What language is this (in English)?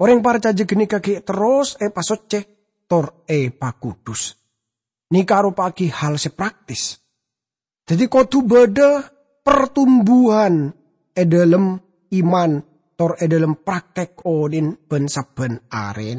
Madurese